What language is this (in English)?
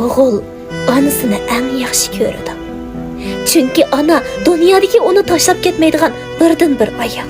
Uyghur